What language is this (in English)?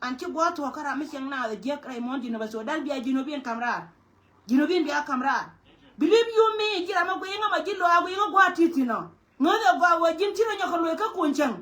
Nuer